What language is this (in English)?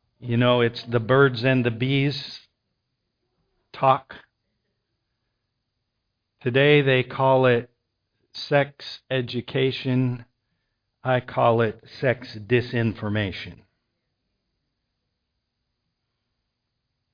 English